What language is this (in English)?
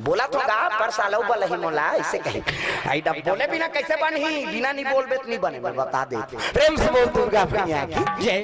Chhattisgarhi